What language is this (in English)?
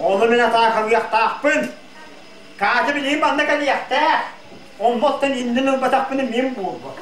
Yakut